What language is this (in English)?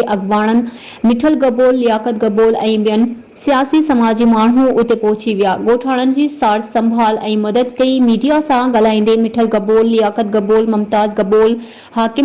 Sindhi